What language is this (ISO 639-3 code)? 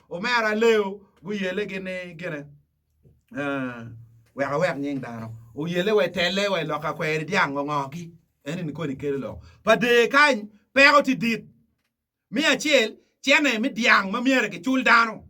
ach